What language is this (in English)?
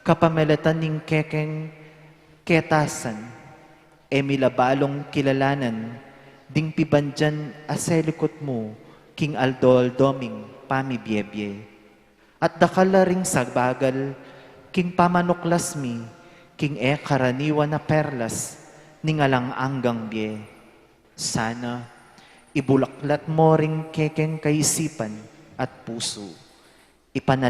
Pampanga